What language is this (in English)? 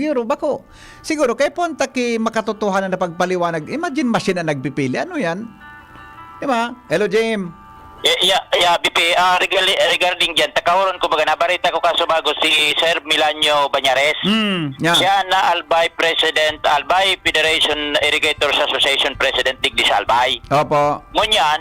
Bikol